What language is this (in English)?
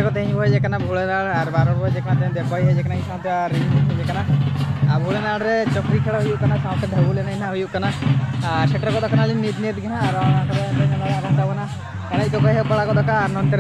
Santali